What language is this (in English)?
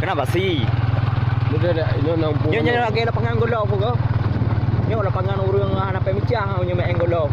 Achinese